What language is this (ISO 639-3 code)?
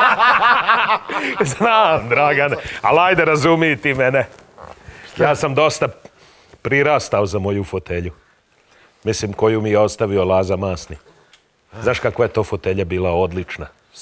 srp